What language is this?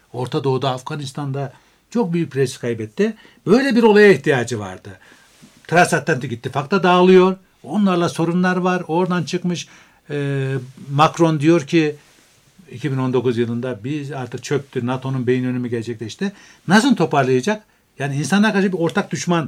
Turkish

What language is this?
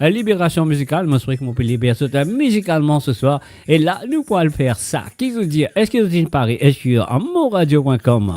Morisyen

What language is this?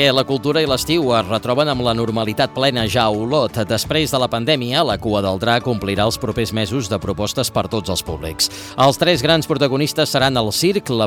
Catalan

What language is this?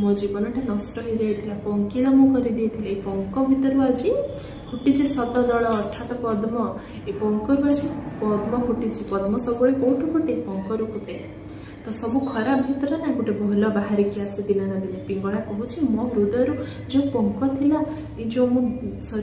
Odia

